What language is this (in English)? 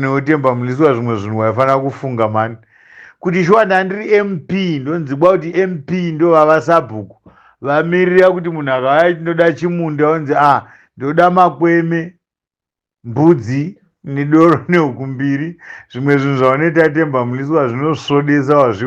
Shona